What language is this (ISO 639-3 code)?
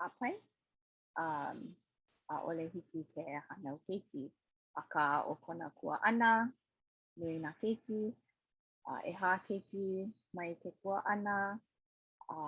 haw